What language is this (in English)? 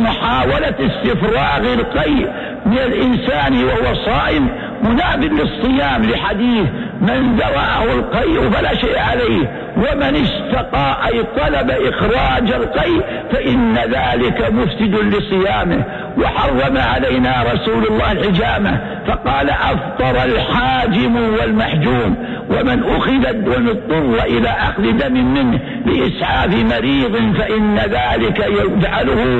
Arabic